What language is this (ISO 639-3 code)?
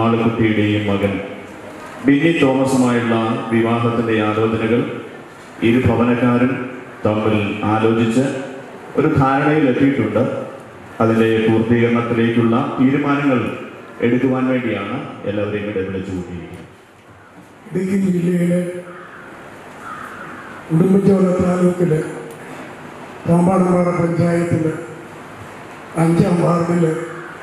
mal